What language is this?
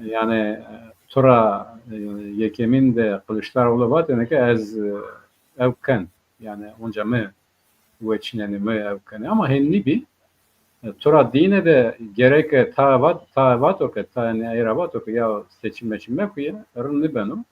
Zaza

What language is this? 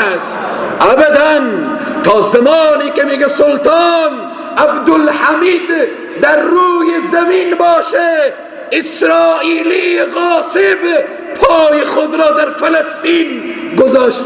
Persian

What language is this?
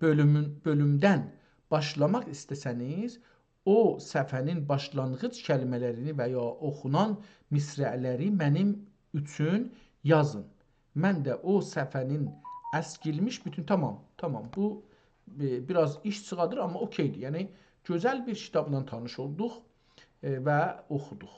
South Azerbaijani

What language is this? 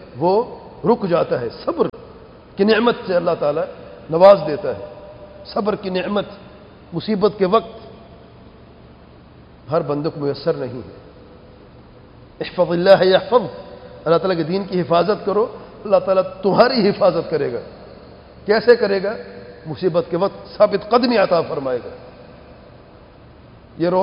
Urdu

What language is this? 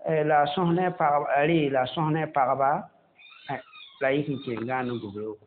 Mossi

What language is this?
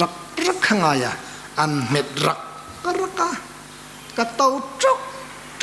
Hmar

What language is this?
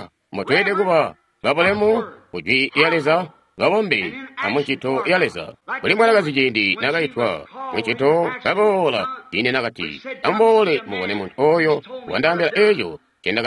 Tonga (Zambia)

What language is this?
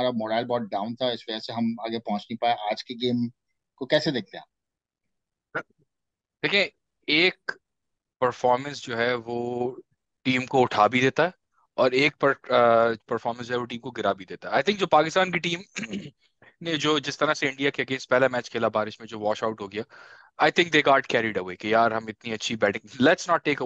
Hindi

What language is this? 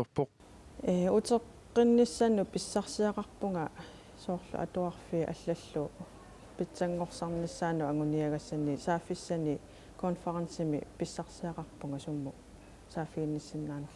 Kalaallisut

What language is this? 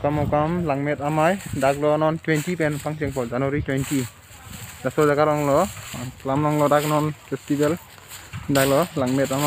Karbi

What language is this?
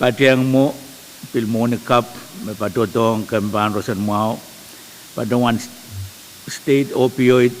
Pohnpeian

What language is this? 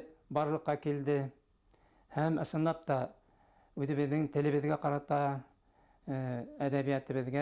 Bashkir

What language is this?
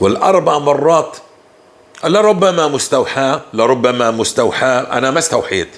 North Levantine Arabic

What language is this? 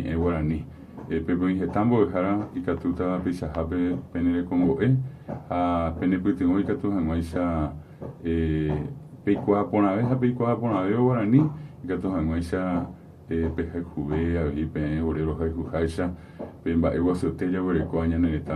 Guarani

